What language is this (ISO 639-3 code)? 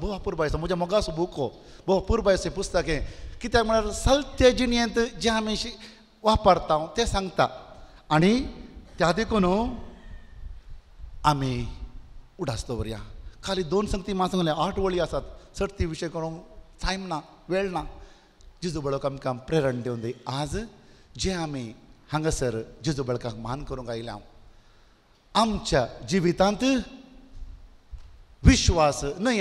kok